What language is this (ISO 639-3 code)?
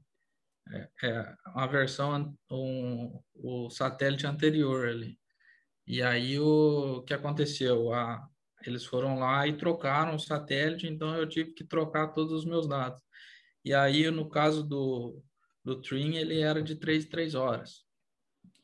por